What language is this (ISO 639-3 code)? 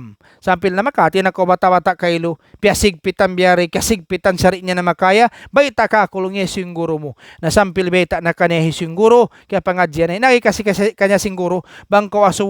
tsg